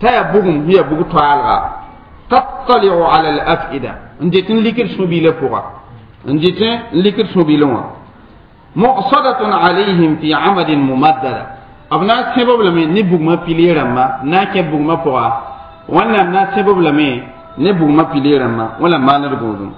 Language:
Mossi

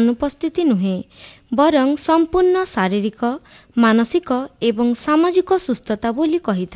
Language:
Odia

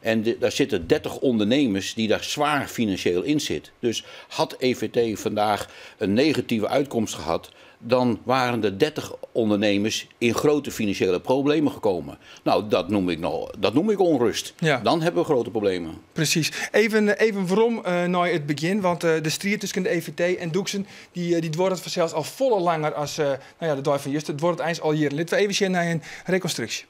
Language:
Western Frisian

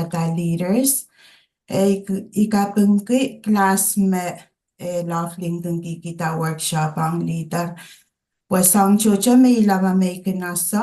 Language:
Pohnpeian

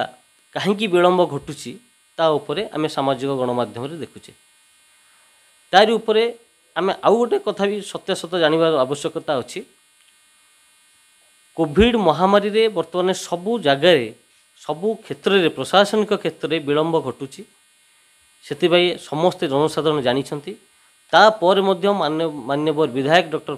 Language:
Odia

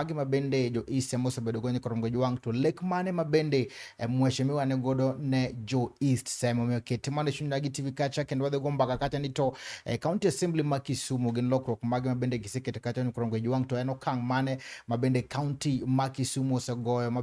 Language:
Luo (Kenya and Tanzania)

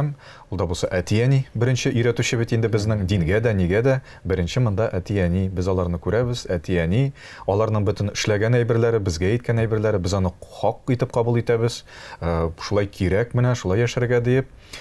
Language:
Tatar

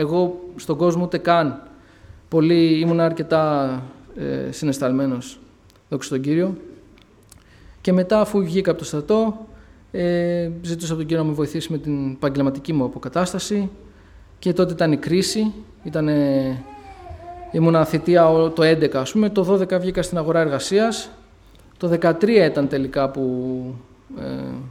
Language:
Greek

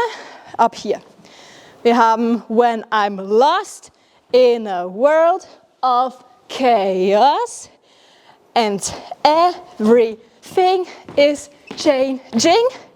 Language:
Swiss German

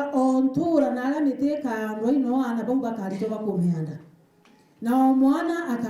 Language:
Meru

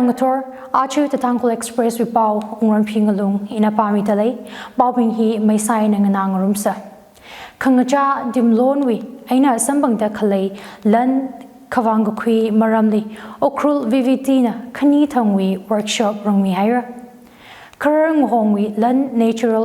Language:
Tangkhul Naga (India)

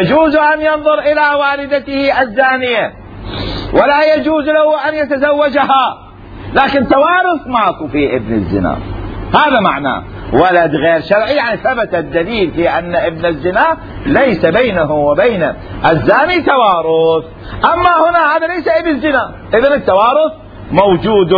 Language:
Mesopotamian Arabic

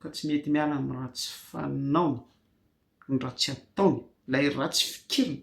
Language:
Malagasy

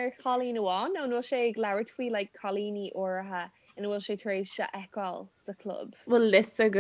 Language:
Irish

